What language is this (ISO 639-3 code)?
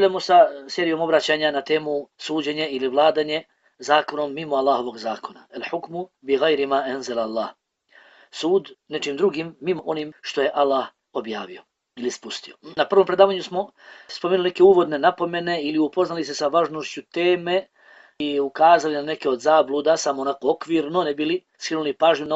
bos